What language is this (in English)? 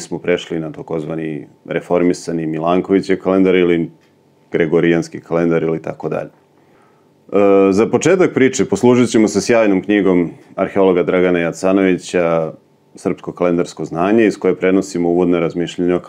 Serbian